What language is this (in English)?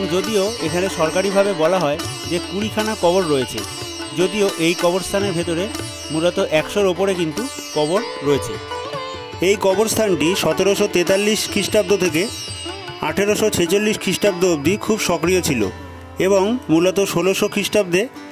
Bangla